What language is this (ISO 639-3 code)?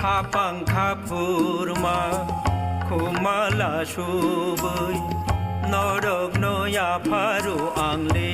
trp